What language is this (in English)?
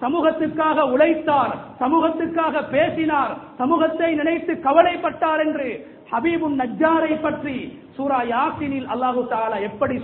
Tamil